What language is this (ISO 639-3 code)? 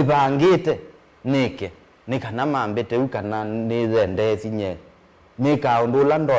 kam